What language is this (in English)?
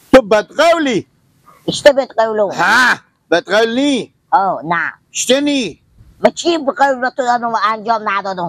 Persian